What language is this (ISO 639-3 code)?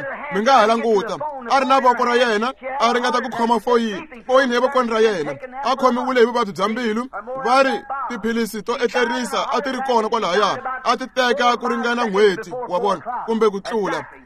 tso